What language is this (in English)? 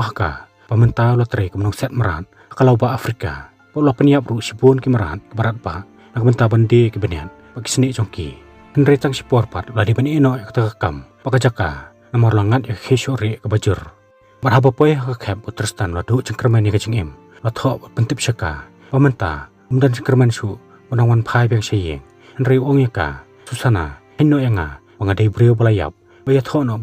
Khasi